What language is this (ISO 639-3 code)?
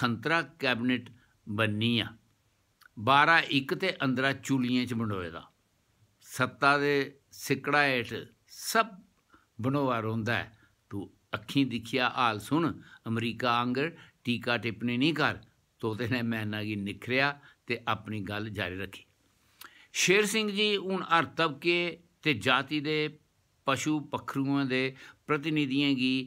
doi